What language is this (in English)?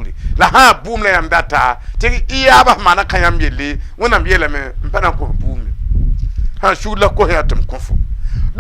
Mossi